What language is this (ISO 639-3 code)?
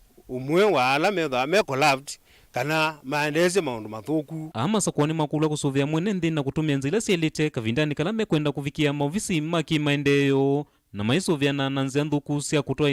kam